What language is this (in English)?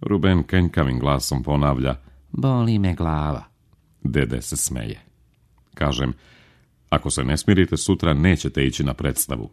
Serbian